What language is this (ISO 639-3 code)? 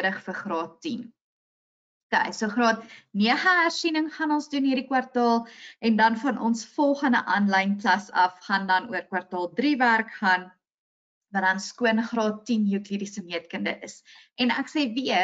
afr